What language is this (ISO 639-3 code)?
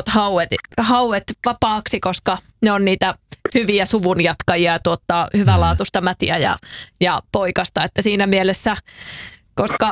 fin